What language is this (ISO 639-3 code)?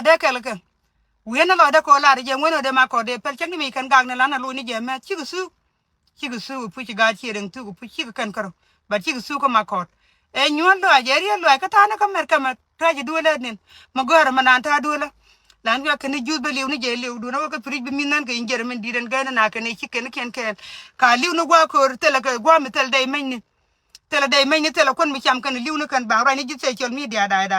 nus